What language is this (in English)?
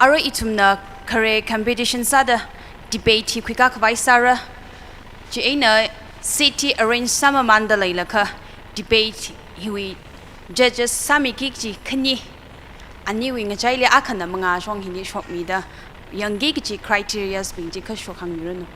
Tangkhul Naga (India)